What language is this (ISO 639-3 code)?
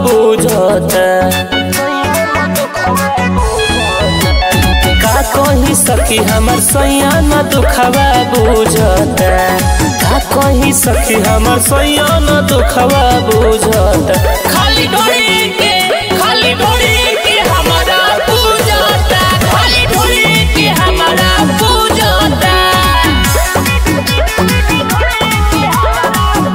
bho